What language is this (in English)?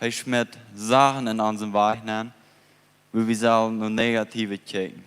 Plautdietsch